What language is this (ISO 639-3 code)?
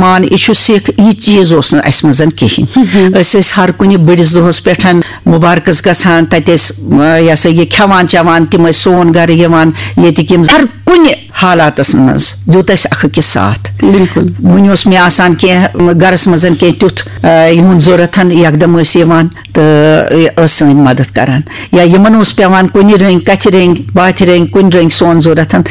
kas